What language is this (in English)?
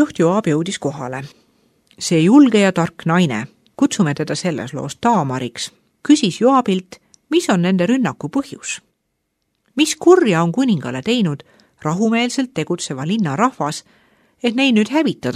Estonian